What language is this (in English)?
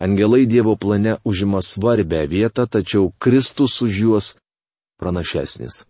Lithuanian